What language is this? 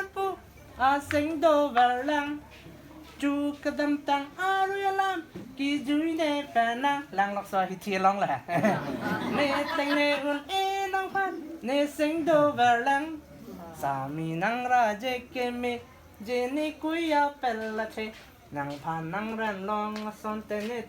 Karbi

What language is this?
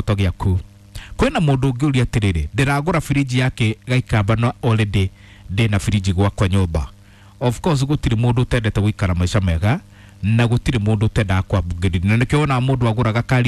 Kikuyu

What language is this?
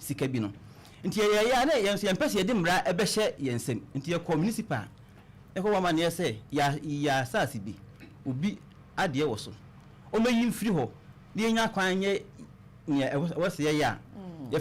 Akan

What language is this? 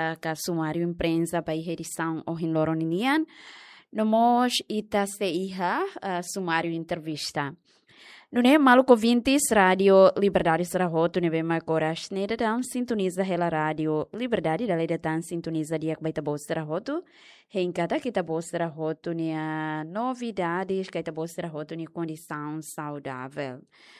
Tetum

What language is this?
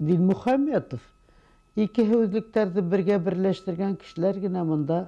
Bashkir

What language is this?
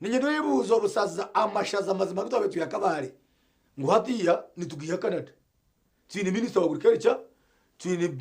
Nyankole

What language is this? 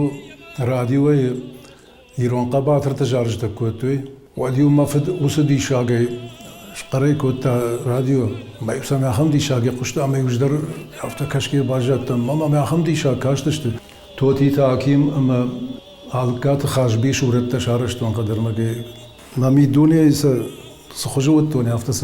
Ossetic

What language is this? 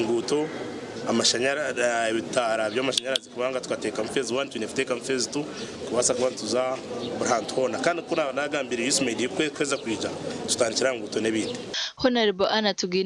Nyankole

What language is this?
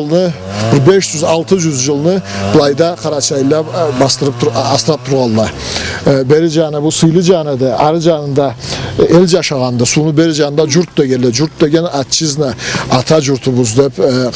Karachay-Balkar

